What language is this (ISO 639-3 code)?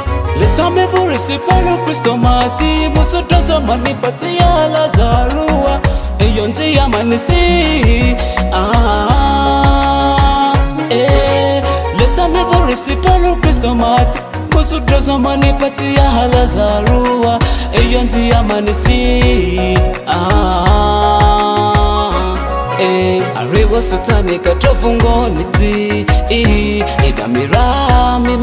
swa